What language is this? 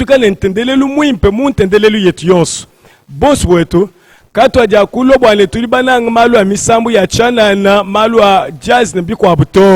Luba-Lulua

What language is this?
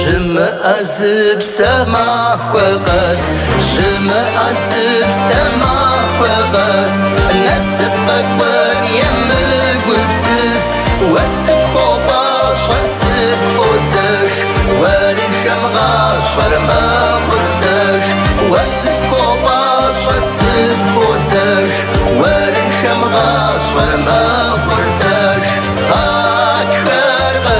Kabardian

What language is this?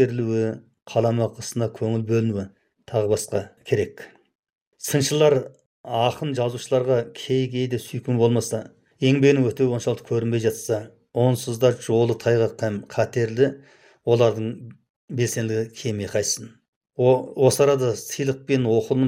Kazakh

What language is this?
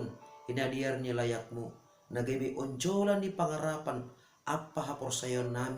Batak Simalungun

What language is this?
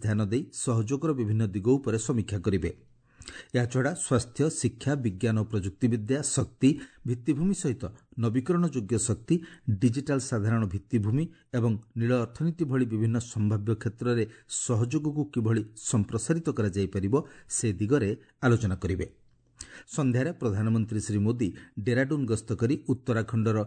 Odia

